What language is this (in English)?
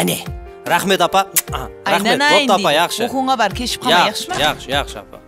Kara-Kalpak